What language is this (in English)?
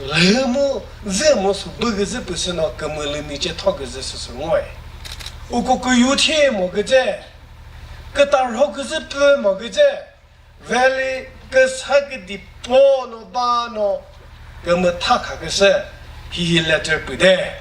Chokri Naga